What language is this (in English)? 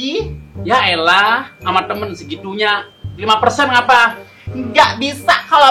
Betawi